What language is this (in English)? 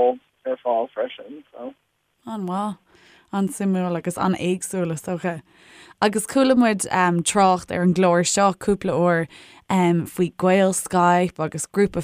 Irish